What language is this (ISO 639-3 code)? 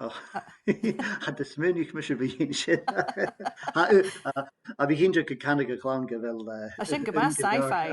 gla